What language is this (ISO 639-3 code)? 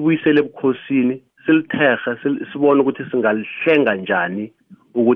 nbl